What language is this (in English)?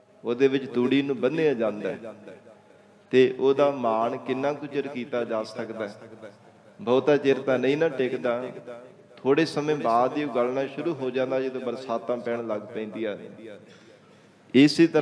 Punjabi